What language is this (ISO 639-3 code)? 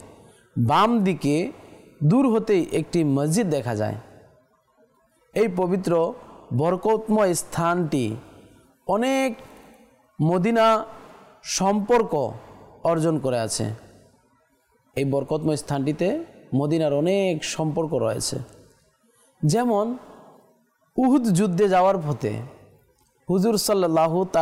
ben